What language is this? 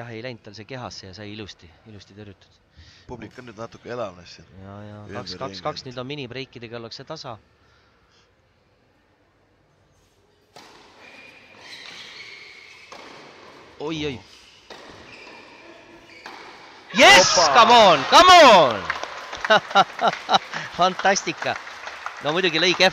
Estonian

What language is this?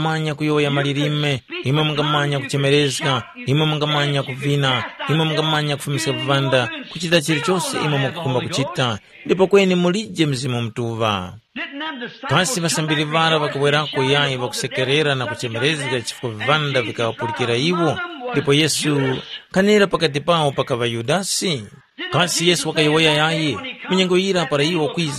Tumbuka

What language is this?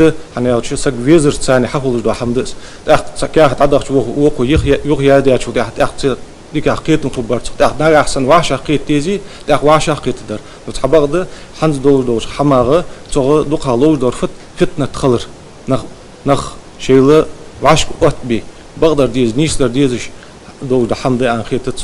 Ingush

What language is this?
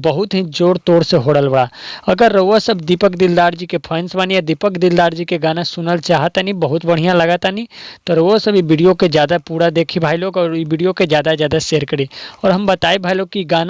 Bhojpuri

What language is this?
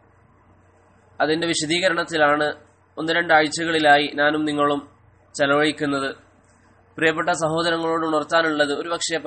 Malayalam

